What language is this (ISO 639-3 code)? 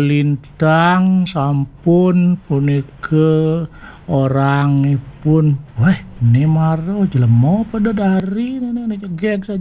ban